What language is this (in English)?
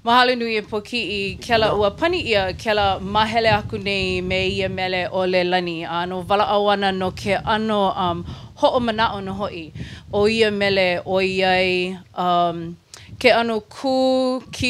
Hawaiian